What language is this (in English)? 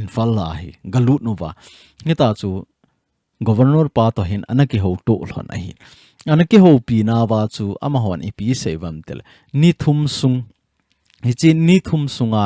Thado Chin